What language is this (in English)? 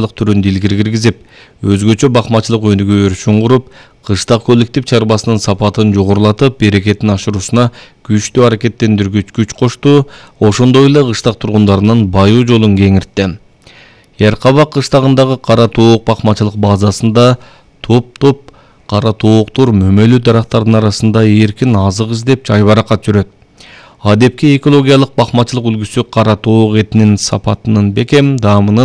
Kyrgyz